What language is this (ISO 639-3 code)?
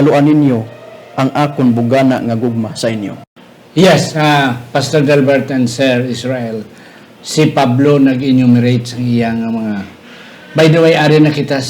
hil